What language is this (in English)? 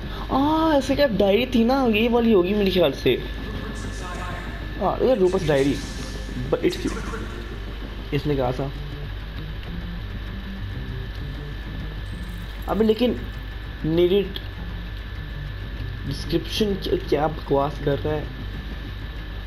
Hindi